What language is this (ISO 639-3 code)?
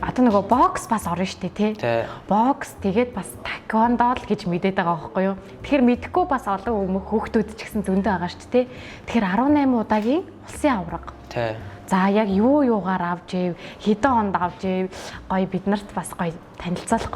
mon